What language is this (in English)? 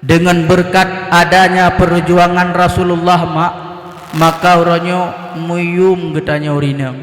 Achinese